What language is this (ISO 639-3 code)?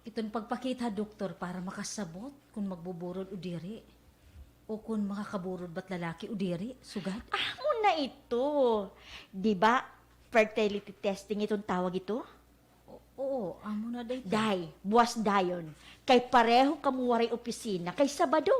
war